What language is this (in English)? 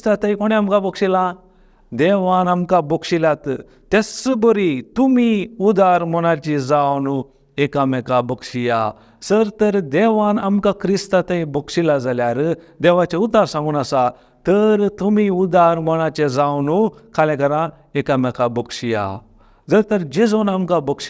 Konkani